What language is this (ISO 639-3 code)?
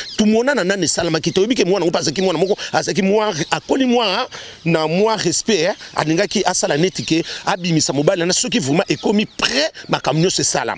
lin